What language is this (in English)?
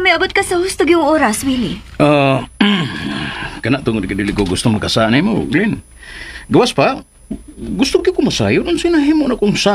Cebuano